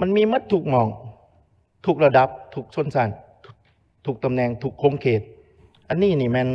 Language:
Lao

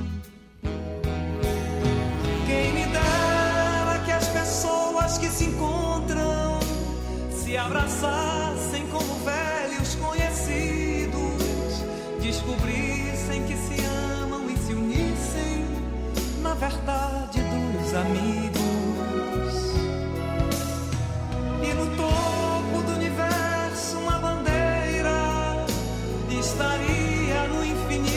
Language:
Portuguese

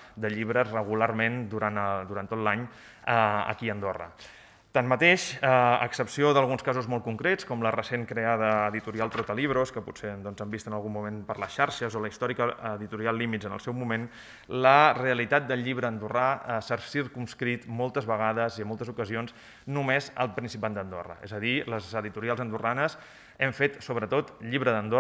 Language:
Catalan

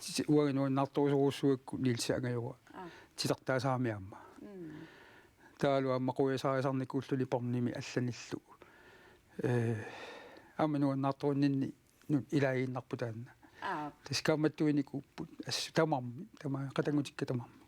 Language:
Kalaallisut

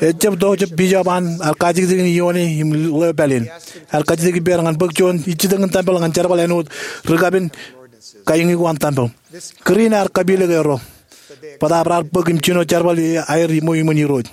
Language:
Marshallese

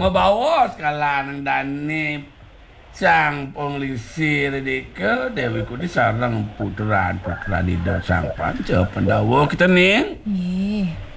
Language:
Balinese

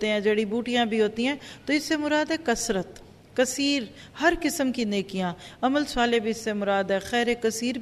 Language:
Urdu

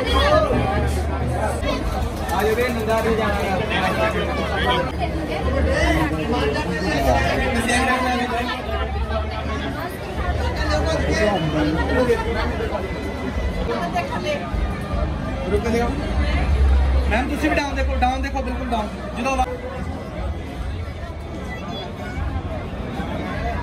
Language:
Punjabi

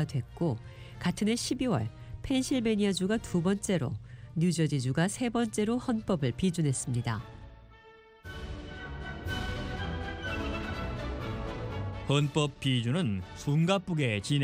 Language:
Korean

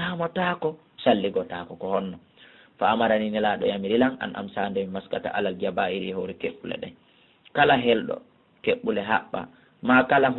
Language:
Fula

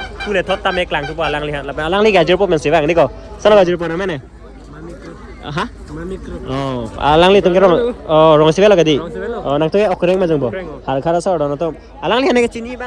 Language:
Karbi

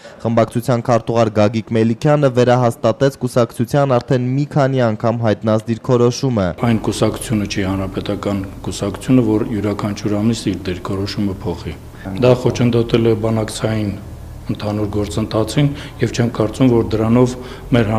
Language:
Armenian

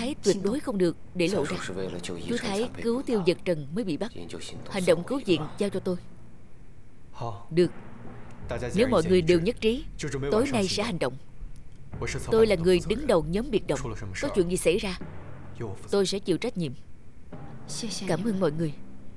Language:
Vietnamese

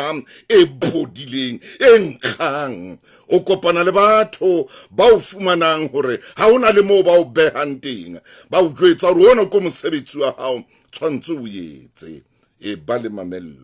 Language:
Southern Sotho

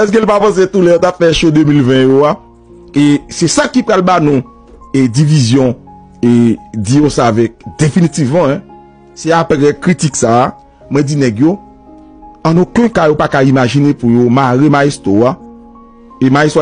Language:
Haitian Creole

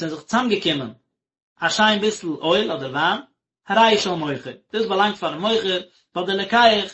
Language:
Yiddish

